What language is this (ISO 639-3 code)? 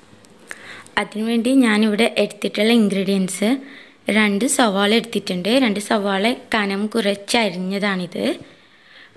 mal